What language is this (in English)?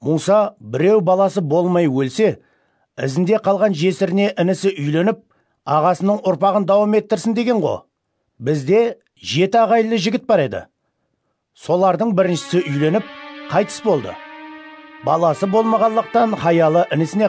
Kara-Kalpak